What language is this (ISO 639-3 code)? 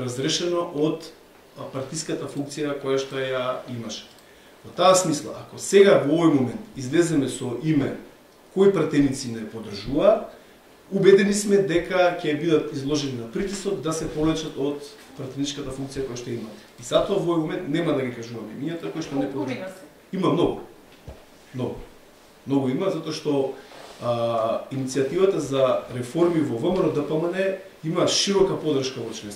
mkd